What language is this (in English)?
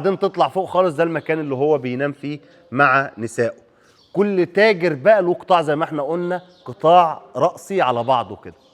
Egyptian Arabic